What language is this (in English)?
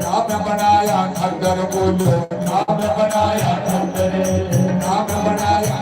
Dogri